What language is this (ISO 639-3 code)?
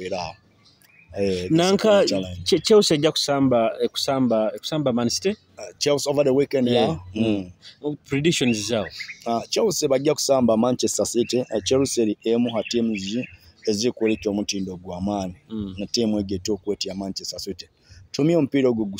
nyo